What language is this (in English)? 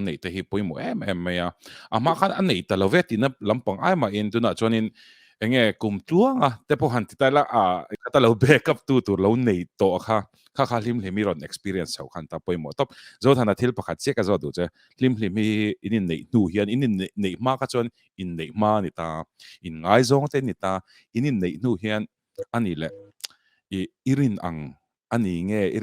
Mizo